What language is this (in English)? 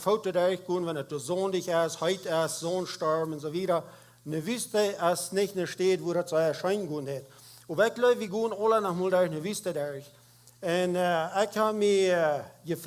Plautdietsch